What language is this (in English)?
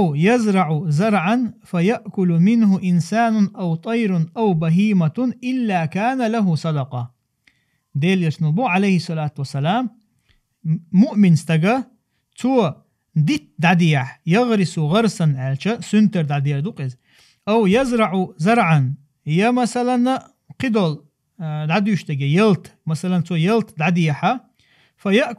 Chechen